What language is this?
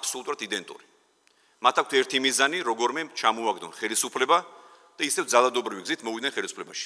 Georgian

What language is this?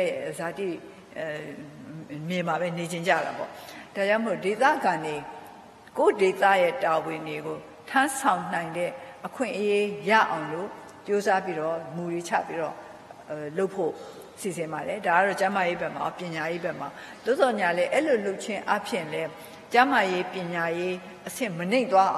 Burmese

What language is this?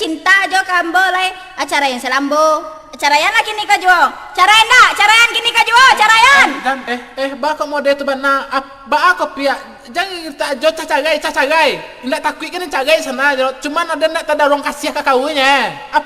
Minangkabau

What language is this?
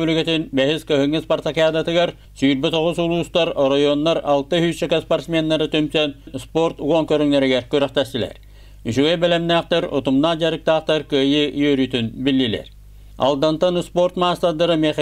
Yakut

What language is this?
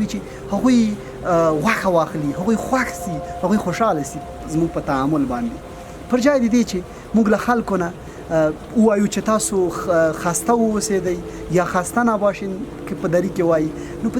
Pashto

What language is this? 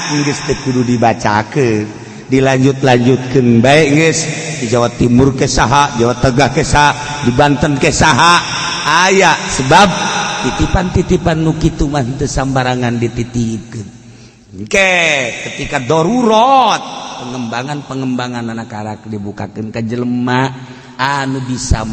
Sundanese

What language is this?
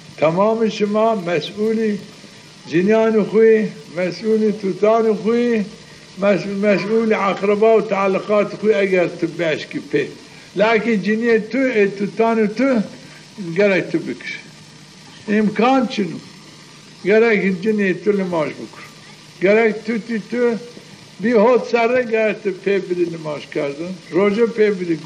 Zaza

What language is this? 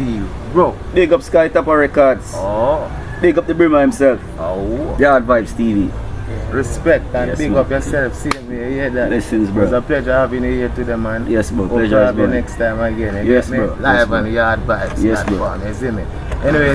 Jamaican Creole English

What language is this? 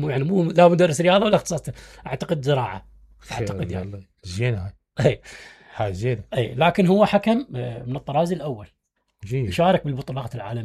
Mesopotamian Arabic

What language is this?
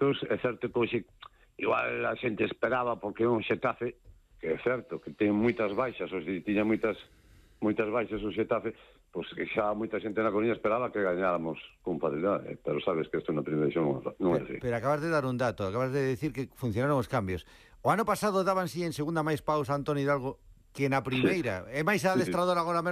Galician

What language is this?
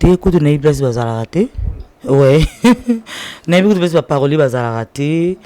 Lingala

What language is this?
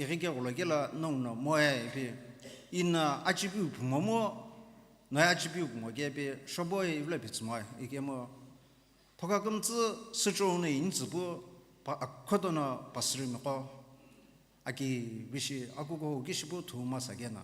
Sumi Naga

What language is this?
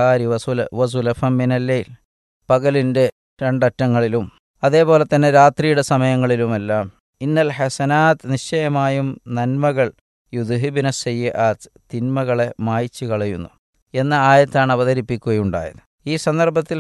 Malayalam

